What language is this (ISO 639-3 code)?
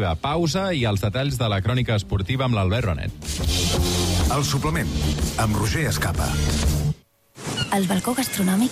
cat